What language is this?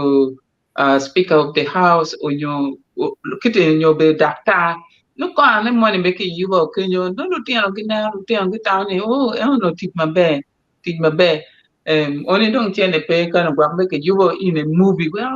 Acoli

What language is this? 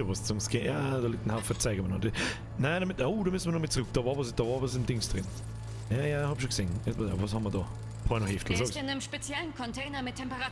Bavarian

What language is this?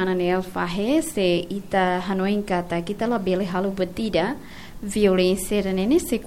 Tetum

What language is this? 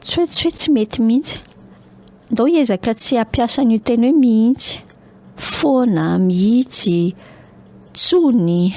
Malagasy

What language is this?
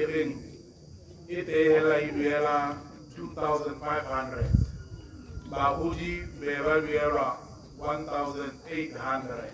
Tswana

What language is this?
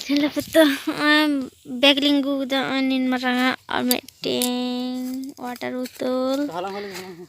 Santali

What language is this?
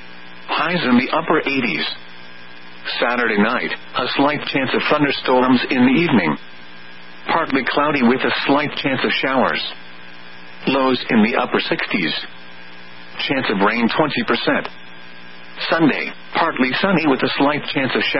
English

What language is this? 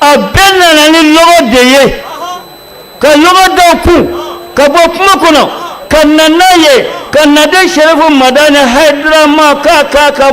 Bambara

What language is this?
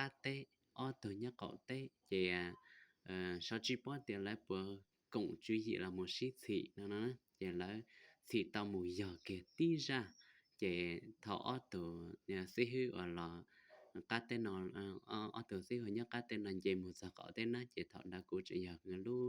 Hmong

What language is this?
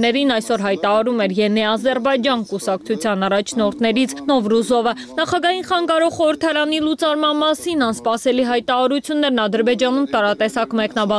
Armenian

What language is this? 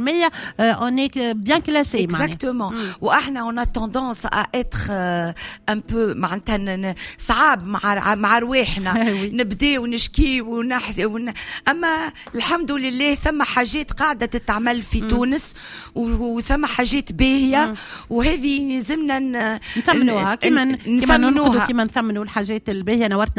Tunisian Arabic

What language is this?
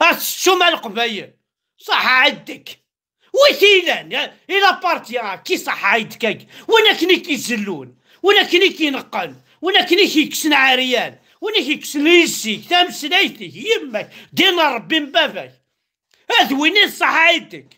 Kabyle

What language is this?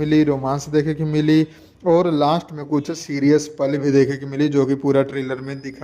Bhojpuri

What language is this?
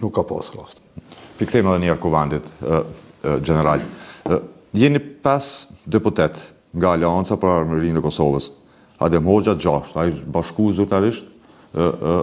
Albanian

